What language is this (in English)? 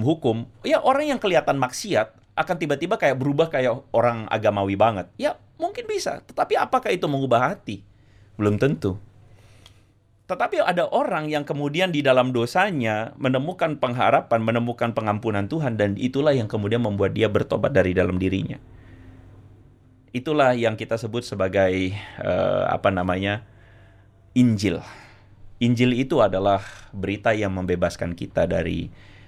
Indonesian